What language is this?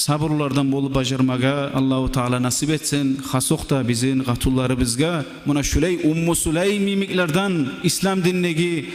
Kumyk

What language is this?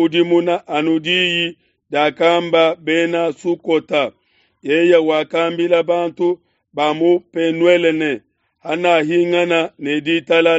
Luba-Lulua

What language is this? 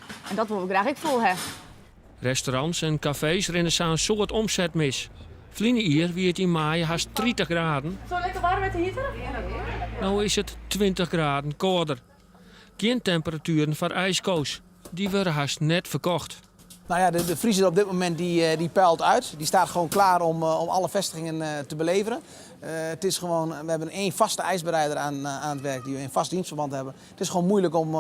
Western Frisian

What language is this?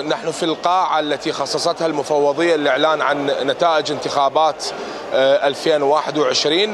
Mesopotamian Arabic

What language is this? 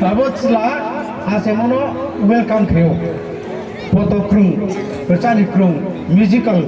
Riang (India)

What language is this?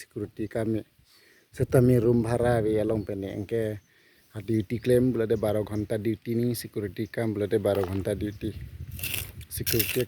Karbi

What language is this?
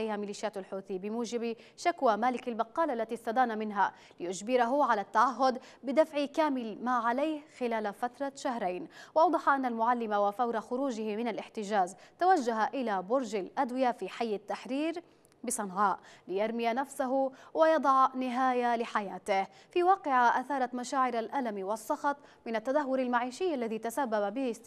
Arabic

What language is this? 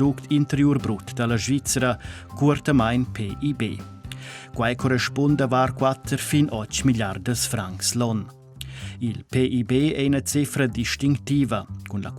Romansh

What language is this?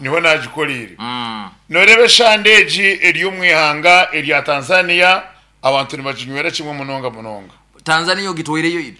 Nyankole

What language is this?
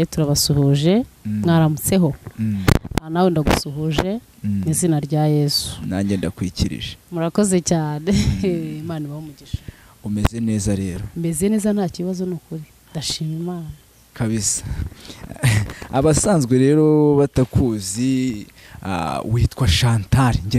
Kinyarwanda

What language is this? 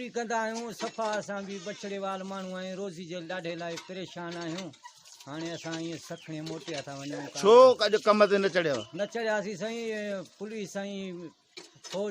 Sindhi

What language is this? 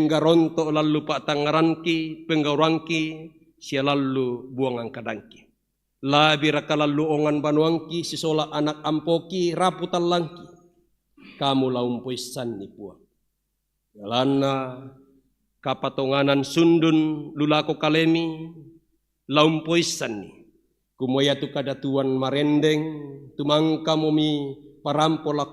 Toraja-Sa'dan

